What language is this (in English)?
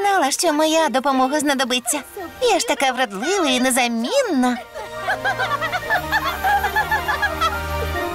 Ukrainian